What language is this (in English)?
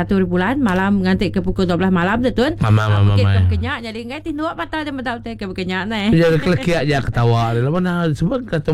Iban